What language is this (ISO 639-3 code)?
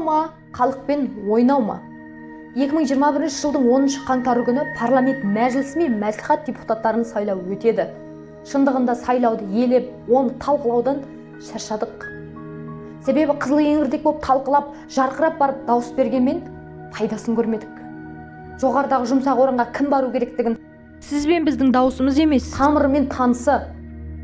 kaz